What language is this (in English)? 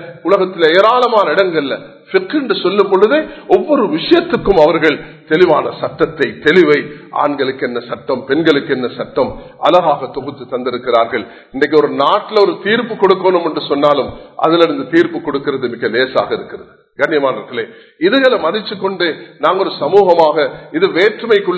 Tamil